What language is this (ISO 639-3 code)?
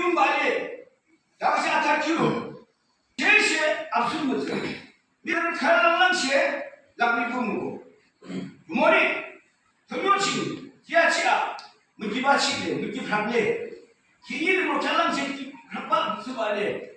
yim